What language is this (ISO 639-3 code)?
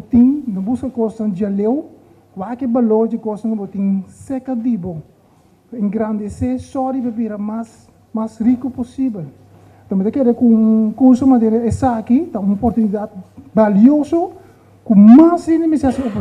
pap